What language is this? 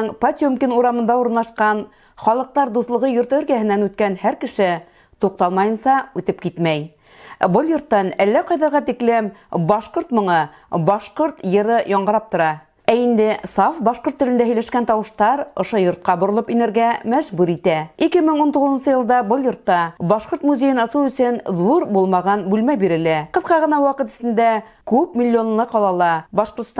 Bashkir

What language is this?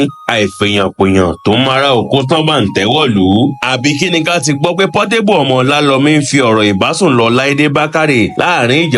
Yoruba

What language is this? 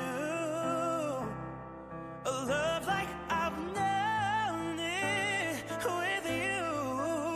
Kazakh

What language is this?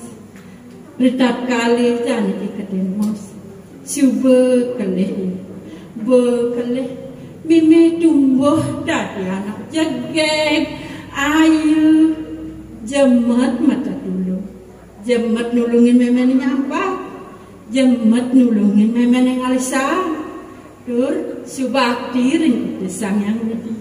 Balinese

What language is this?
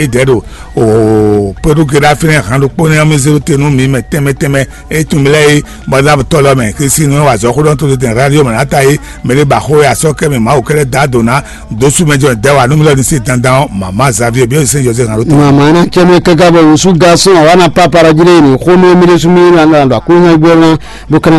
Fon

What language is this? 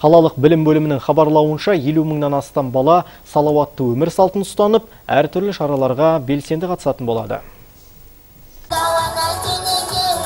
Kazakh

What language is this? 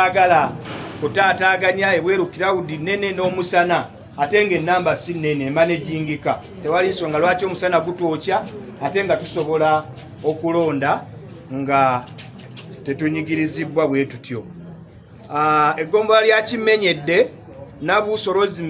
Ganda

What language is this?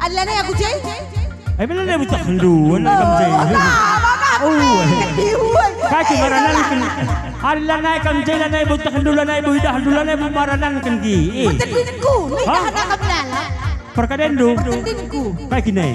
Batak Karo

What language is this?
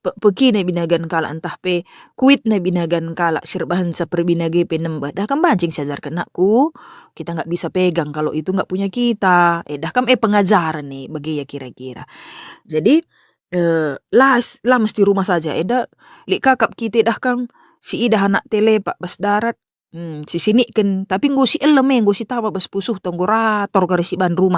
Batak Karo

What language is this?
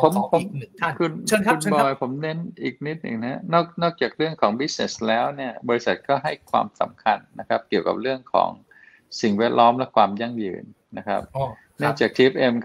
Thai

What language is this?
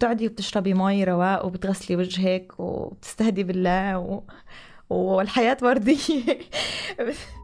North Levantine Arabic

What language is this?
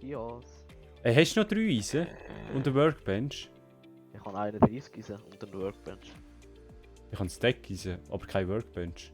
Swiss German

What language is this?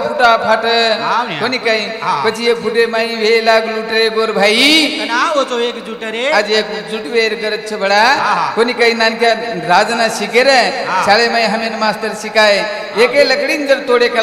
Lambadi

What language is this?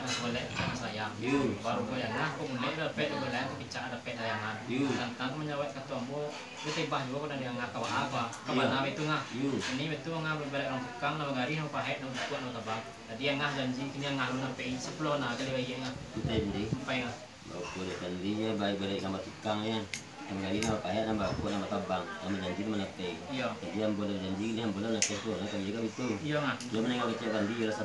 Minangkabau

